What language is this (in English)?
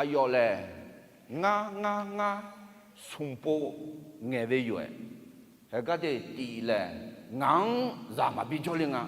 Akha